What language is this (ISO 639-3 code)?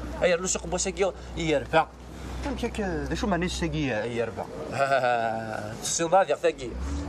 kab